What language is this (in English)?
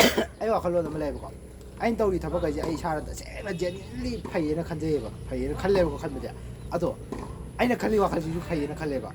Manipuri